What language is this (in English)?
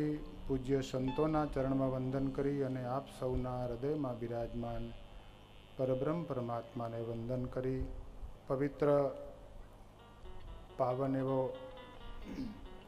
Gujarati